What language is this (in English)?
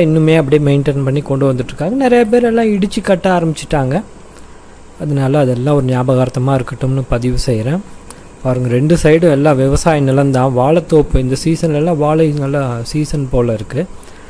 Tamil